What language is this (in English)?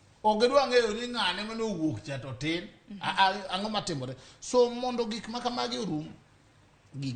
Luo (Kenya and Tanzania)